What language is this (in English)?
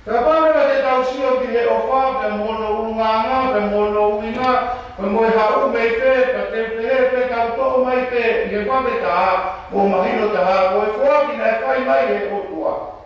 Tongan